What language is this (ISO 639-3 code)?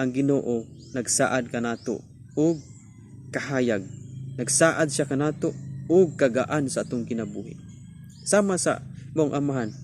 ceb